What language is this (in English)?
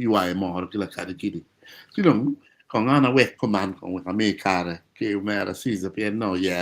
Acoli